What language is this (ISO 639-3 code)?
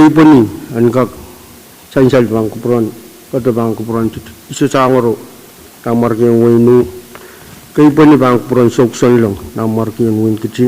pon